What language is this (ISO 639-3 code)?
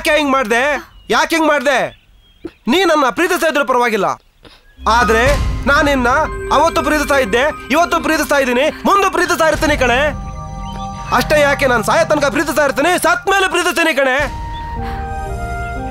kan